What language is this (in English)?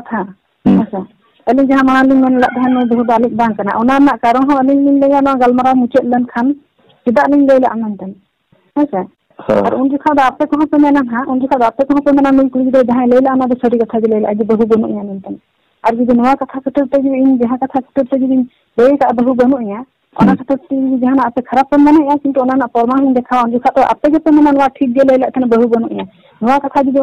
Santali